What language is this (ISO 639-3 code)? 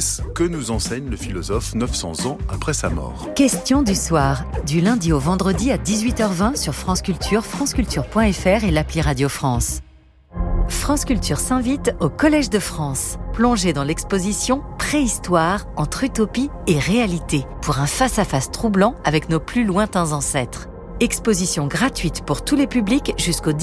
fra